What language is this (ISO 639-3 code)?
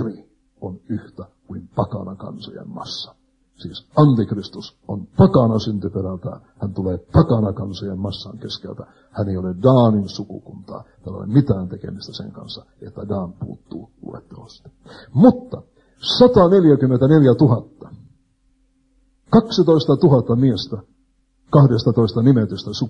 fin